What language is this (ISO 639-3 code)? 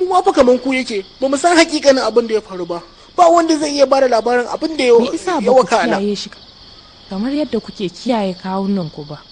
hau